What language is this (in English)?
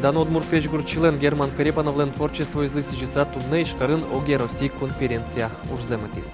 Udmurt